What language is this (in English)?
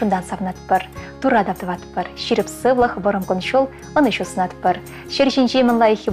Chuvash